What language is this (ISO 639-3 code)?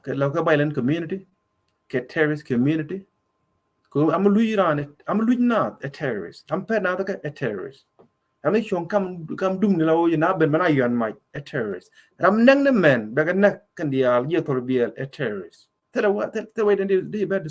nus